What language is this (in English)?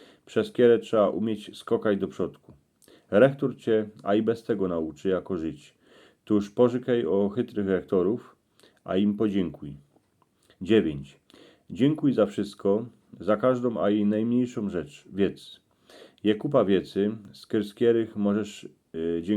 Silesian